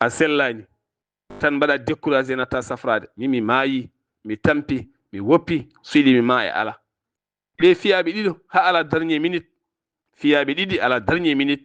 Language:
Fula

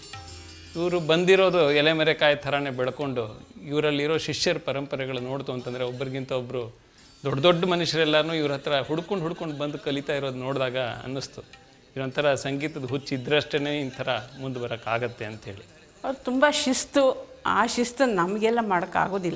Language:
Kannada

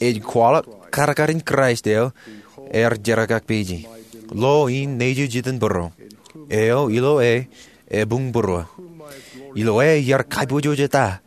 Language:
Marshallese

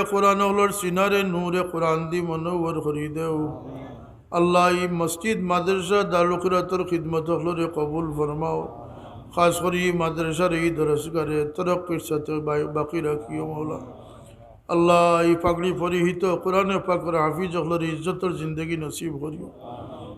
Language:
Sylheti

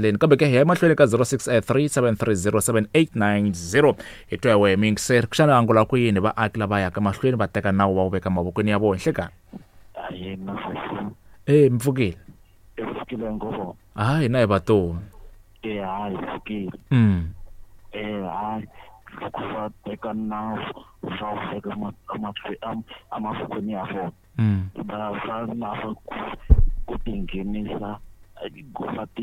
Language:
Tsonga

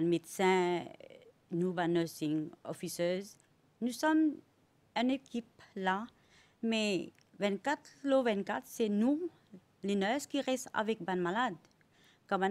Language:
Morisyen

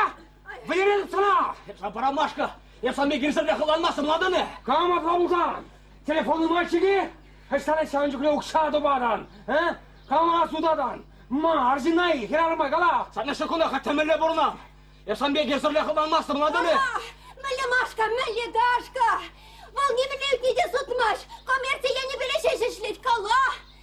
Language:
Chuvash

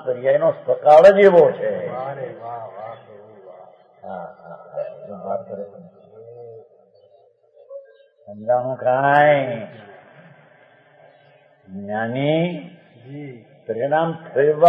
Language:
Gujarati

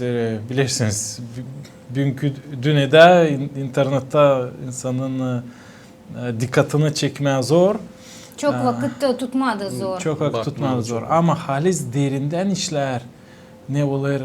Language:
Gagauz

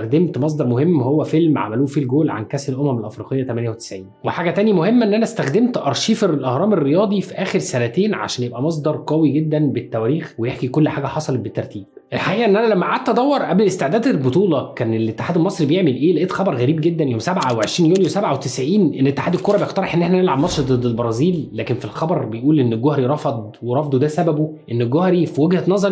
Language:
Egyptian Arabic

